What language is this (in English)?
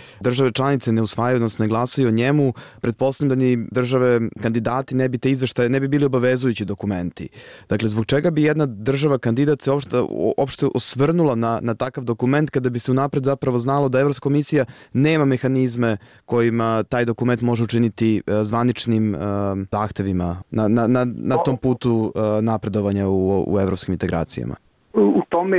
Serbian